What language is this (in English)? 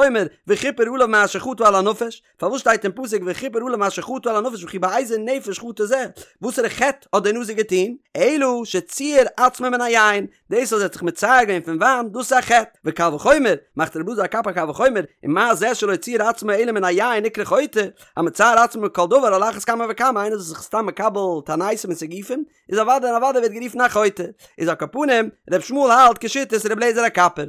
Yiddish